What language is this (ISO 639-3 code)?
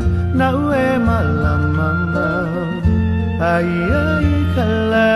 haw